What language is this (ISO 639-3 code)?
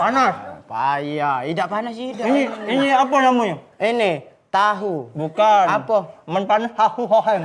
mui